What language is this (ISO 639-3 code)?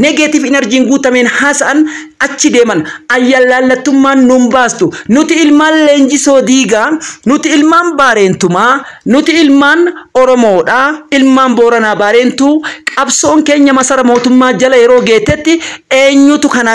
orm